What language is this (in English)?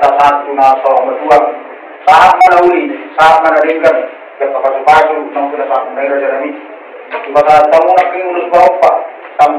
Batak Toba